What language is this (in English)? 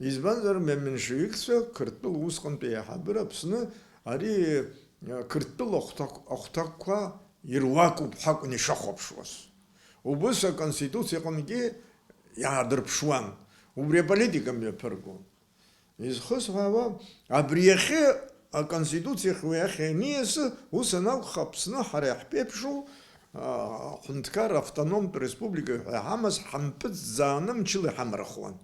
Abkhazian